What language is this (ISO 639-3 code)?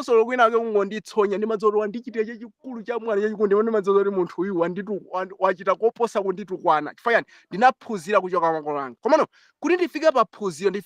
nya